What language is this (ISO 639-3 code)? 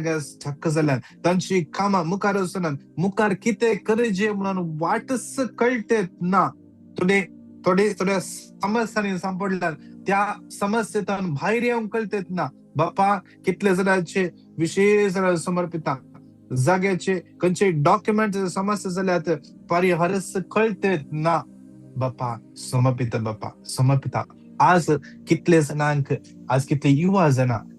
kok